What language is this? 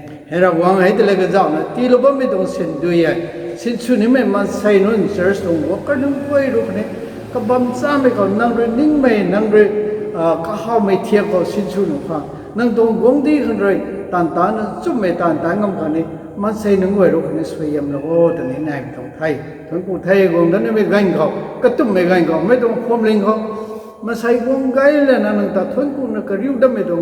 Rongmei Naga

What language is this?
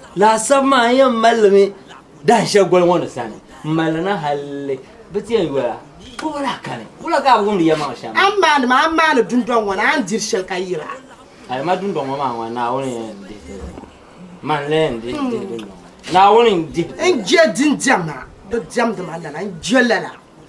Dagbani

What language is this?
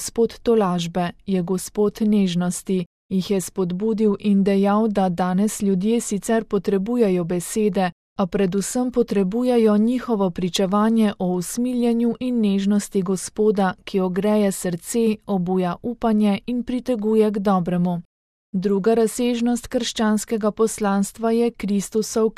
Slovenian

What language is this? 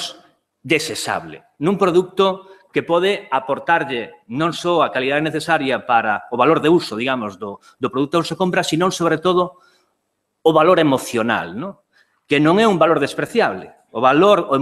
Galician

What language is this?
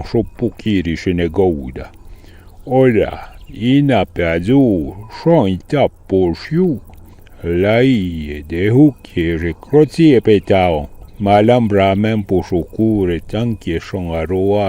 Arpitan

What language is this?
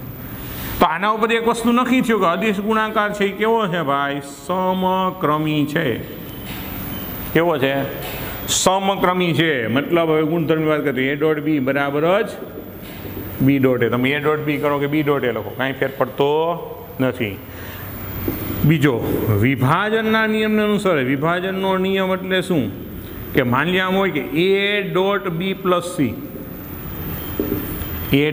Gujarati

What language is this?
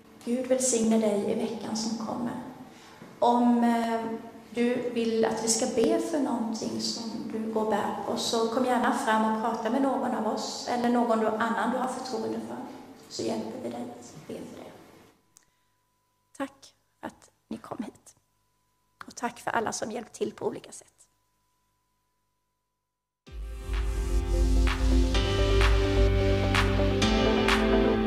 Swedish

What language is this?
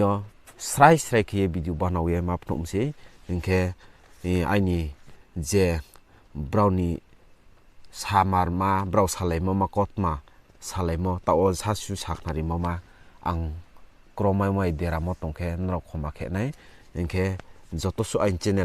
Riang (India)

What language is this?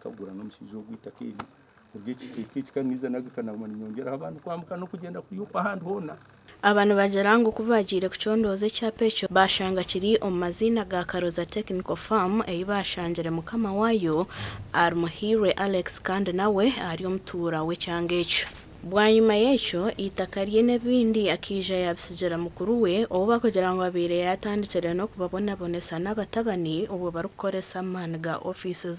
Nyankole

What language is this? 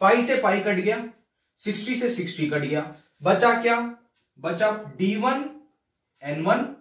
Hindi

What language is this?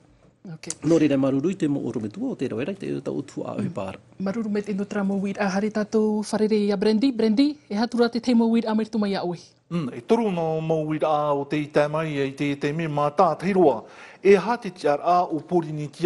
Tahitian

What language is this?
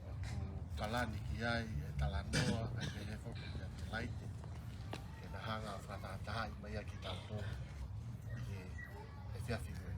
Tongan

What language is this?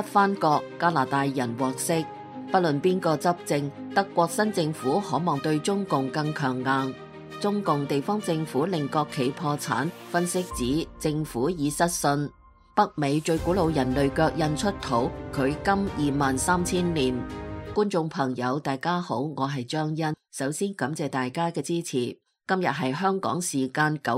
Cantonese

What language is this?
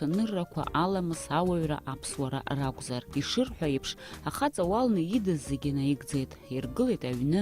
Abkhazian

